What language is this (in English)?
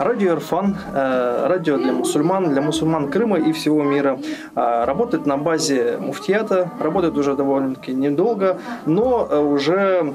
Crimean Tatar